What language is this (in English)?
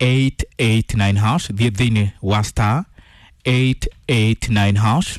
Kikuyu